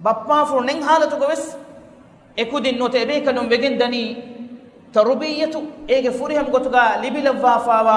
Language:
Divehi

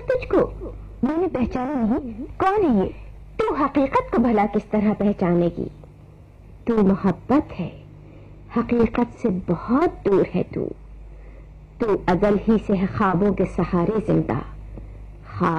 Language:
Urdu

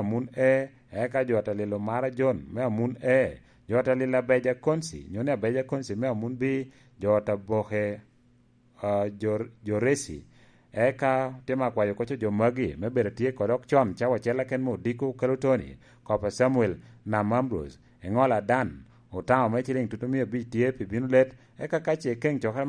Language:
Lango (Uganda)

